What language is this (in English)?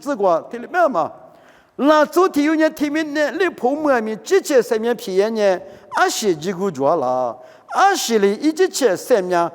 Lisu